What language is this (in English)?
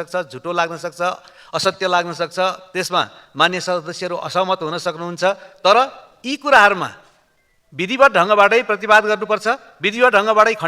Nepali